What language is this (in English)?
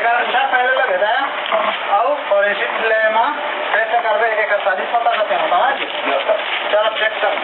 Chhattisgarhi